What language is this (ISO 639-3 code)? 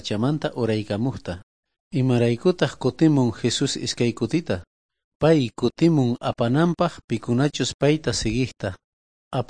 quh